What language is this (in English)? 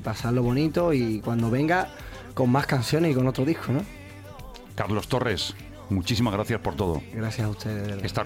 Spanish